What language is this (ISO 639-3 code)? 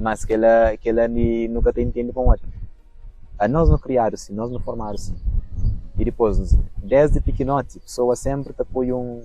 kea